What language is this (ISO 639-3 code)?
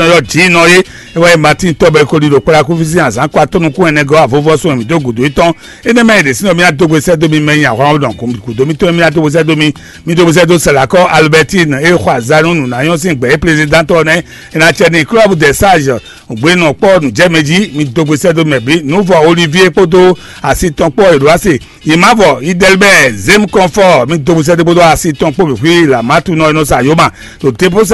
fon